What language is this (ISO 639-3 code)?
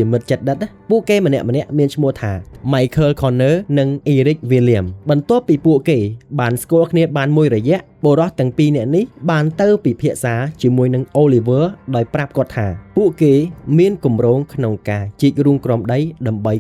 khm